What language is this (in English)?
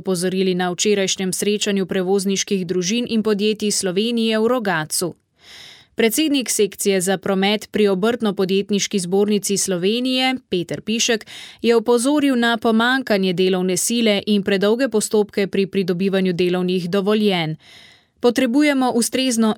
Slovenian